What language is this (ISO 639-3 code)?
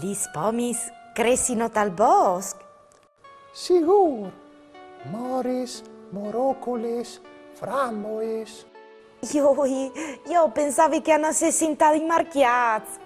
fur